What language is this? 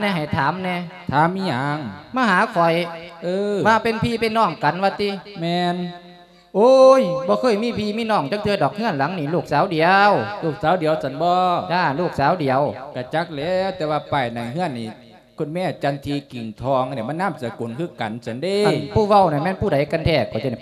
Lao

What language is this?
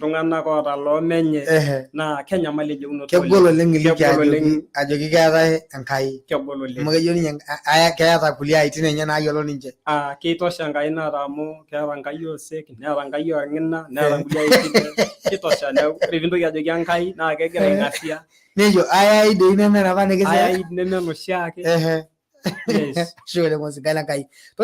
Masai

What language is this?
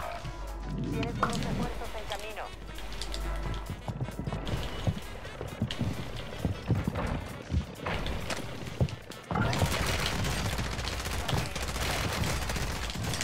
Spanish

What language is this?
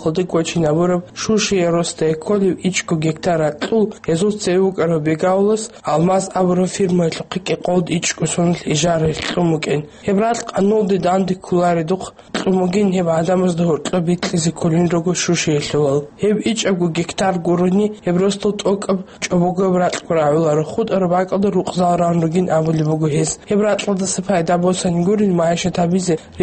Avaric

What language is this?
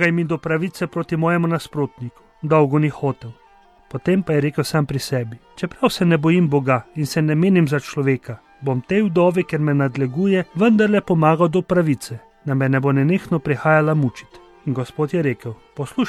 Slovenian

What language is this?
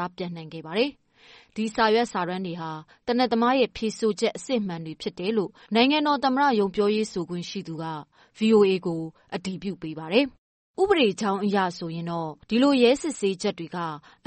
Burmese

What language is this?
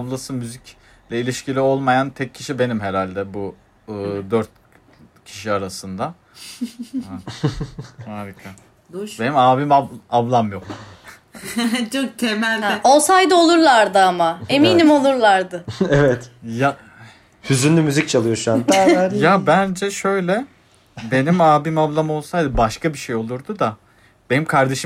Turkish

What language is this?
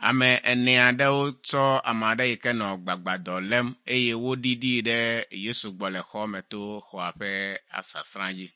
Ewe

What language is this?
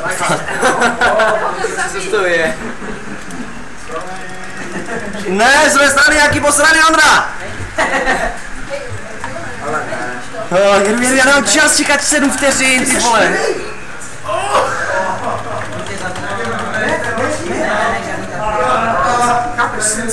Czech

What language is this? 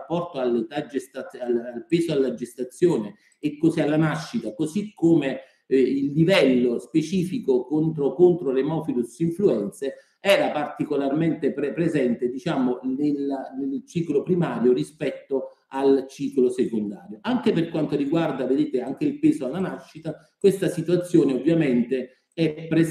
Italian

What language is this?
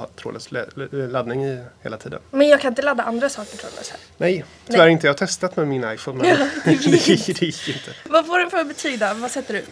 Swedish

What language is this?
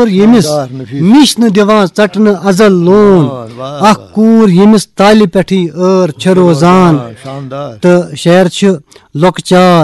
Kashmiri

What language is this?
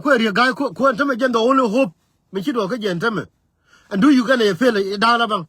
Nuer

